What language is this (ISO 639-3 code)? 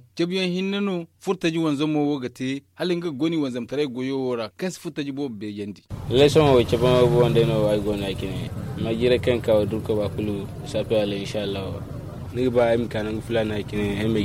dje